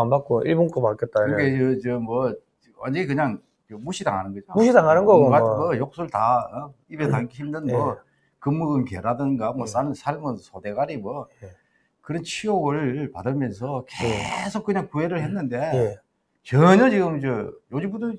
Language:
Korean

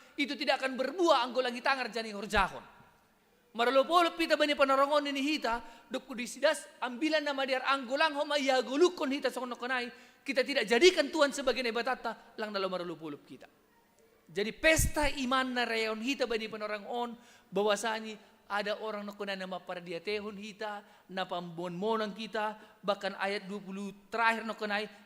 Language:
Batak Simalungun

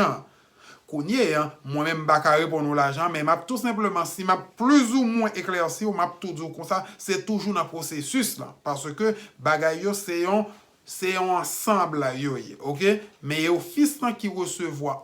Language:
Haitian Creole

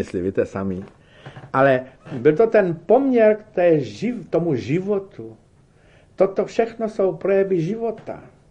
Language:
Czech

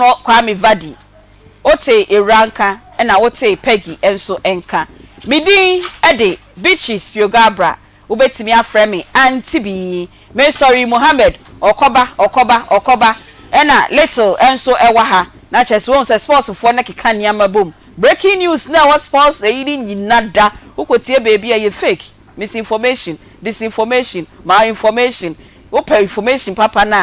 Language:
Akan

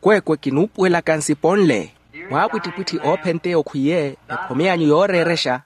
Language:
Makhuwa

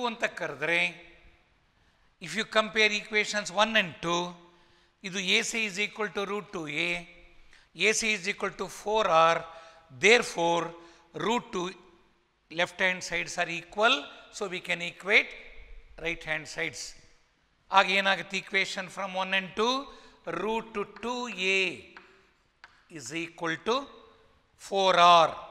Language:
Kannada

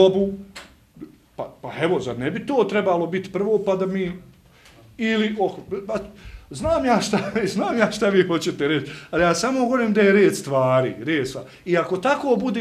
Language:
Bosnian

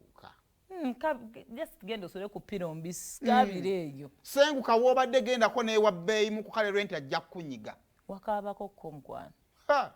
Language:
Ganda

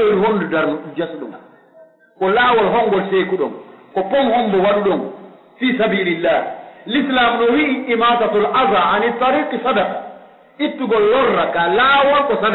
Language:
Pular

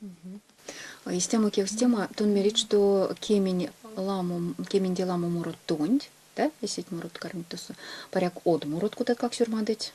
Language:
Erzya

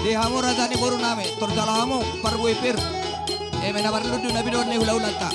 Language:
Batak Toba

